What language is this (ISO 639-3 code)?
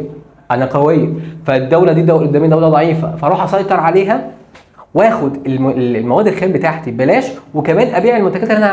arz